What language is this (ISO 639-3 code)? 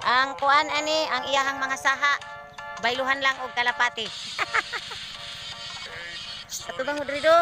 ceb